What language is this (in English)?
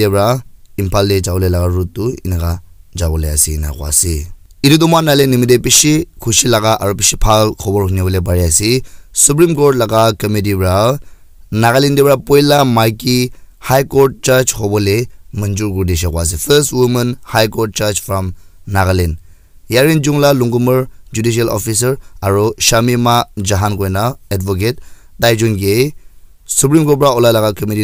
Naga Pidgin